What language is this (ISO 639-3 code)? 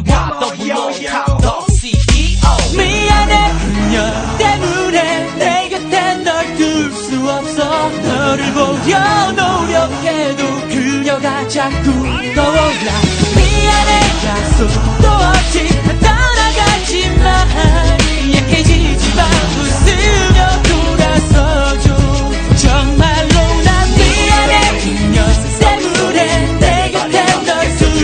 kor